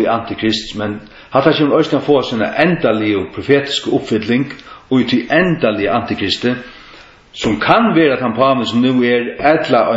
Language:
Faroese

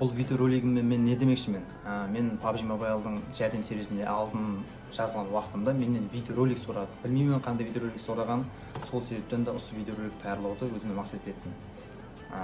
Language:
Kara-Kalpak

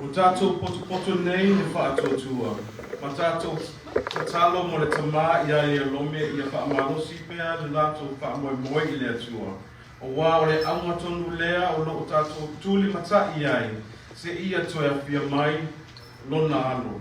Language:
Samoan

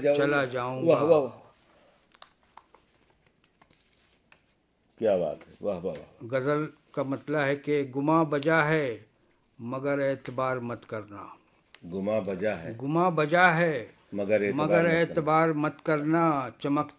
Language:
Hindi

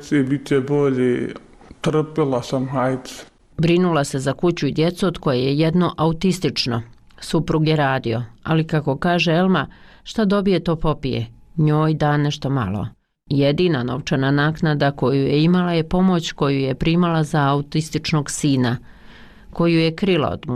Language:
Bosnian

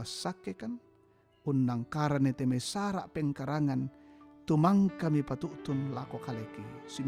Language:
Toraja-Sa'dan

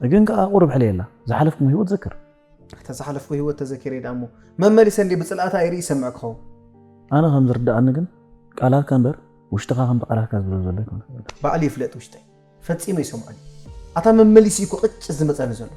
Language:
Tigrinya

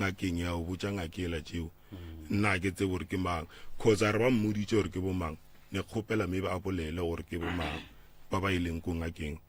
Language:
Northern Sotho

